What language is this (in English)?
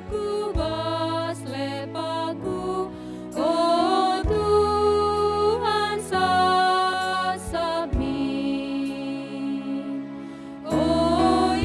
Batak Karo